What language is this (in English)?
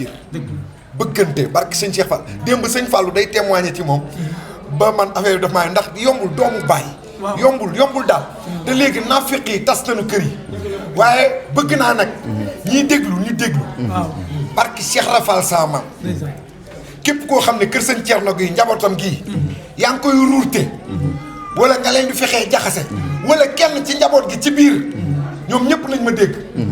Wolof